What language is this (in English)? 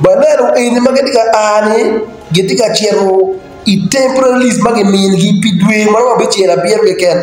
Acoli